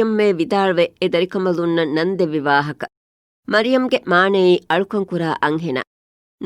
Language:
Divehi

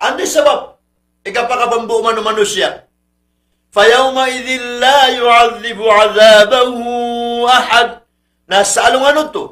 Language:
Maranao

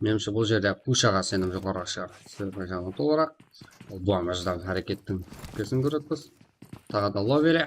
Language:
Kara-Kalpak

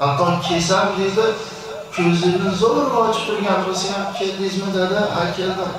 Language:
Uzbek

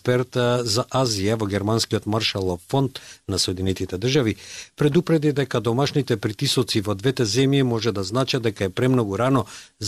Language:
Macedonian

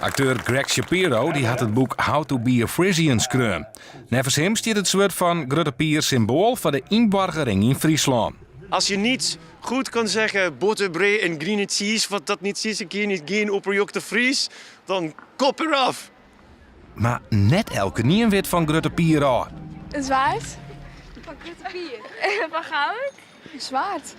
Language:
Western Frisian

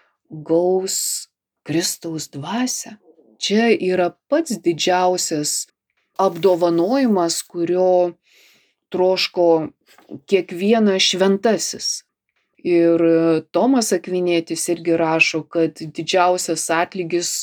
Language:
Lithuanian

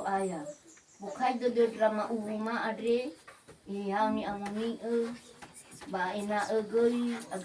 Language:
Nias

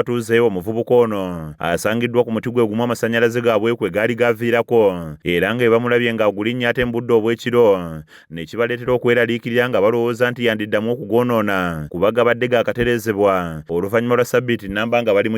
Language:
Ganda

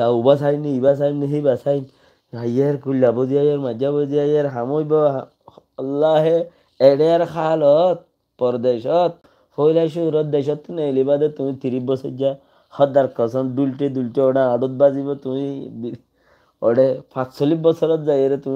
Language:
Rohingya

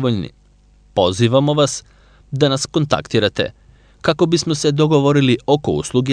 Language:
Serbian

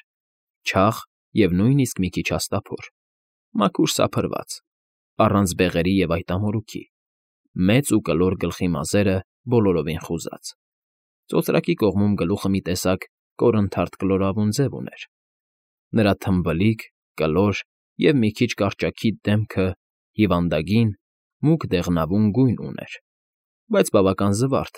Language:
Armenian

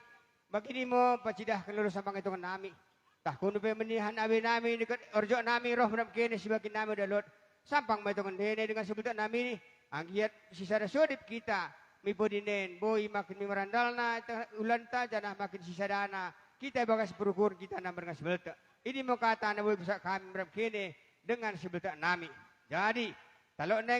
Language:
Batak Dairi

